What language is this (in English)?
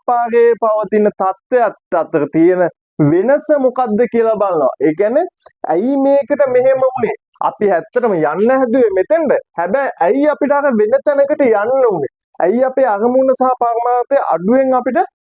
Sinhala